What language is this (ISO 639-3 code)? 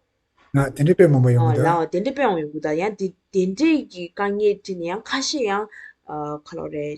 bod